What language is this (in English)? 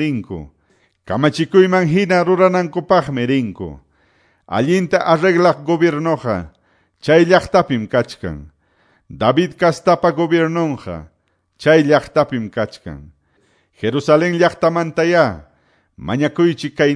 Quechua